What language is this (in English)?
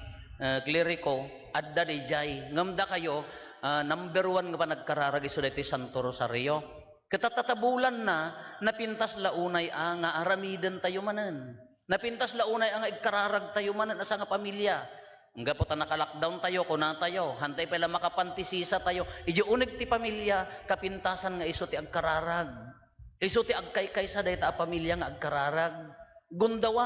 Iloko